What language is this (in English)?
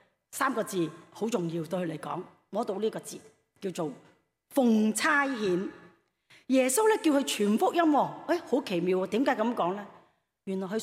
Cantonese